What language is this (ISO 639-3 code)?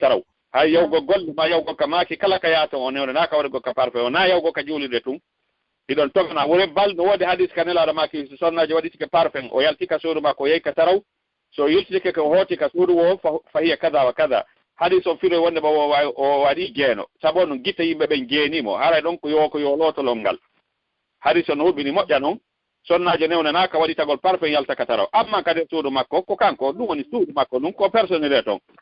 ful